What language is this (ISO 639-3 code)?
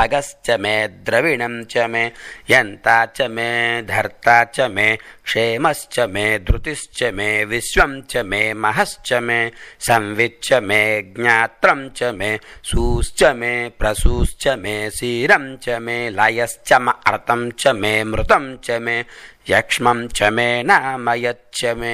san